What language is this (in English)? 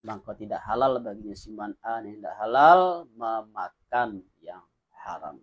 Minangkabau